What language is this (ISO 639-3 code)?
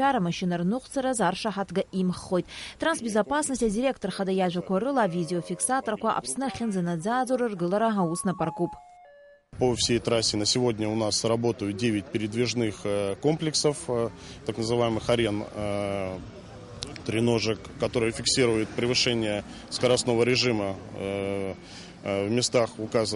abk